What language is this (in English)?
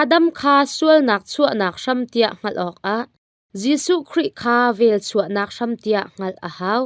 Hakha Chin